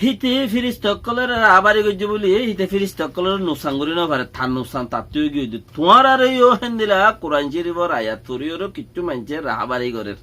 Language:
Rohingya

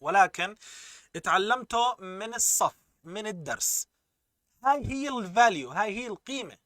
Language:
North Levantine Arabic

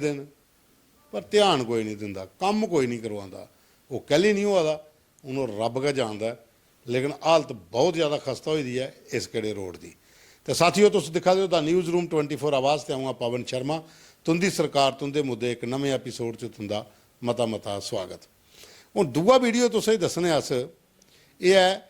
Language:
Dogri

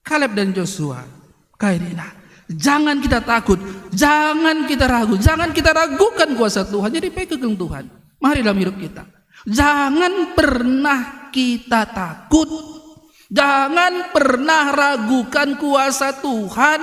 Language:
Batak Karo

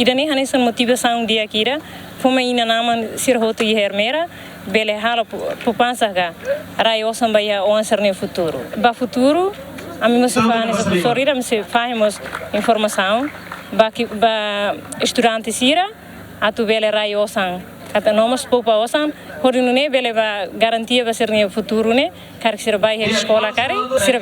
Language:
Tetum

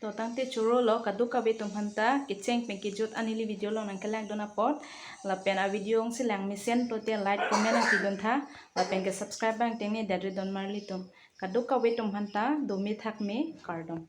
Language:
Karbi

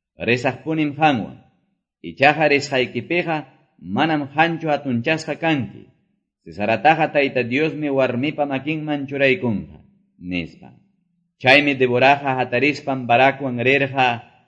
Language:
Quechua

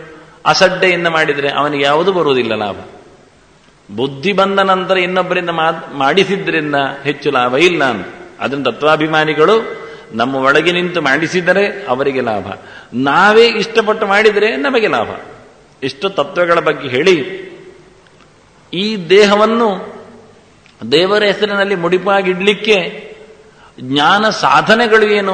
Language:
Kannada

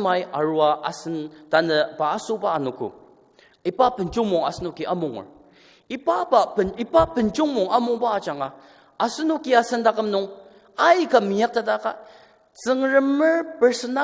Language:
Ao Naga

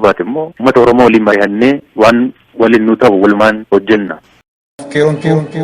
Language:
Oromo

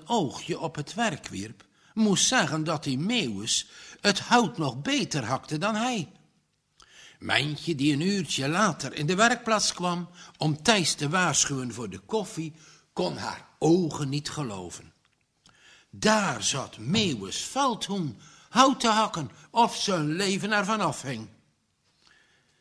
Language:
Dutch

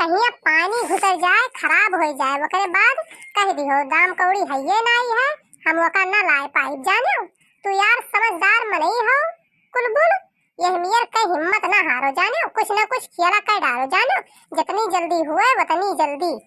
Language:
Awadhi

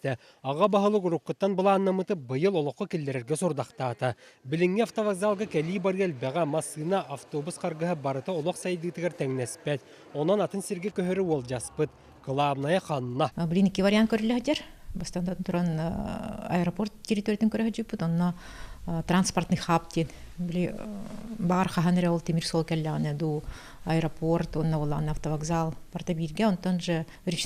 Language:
Yakut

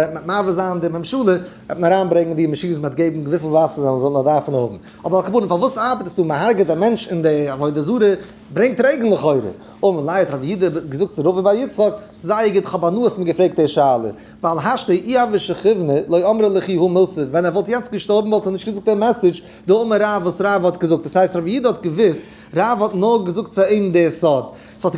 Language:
Yiddish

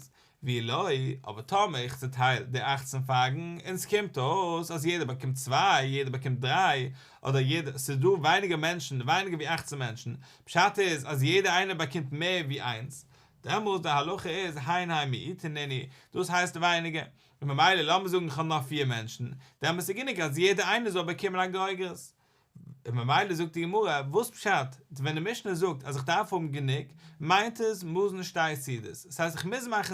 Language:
Yiddish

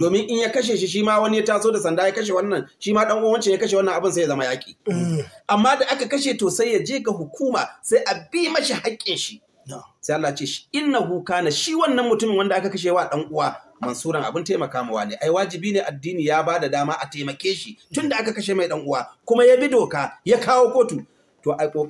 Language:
Hausa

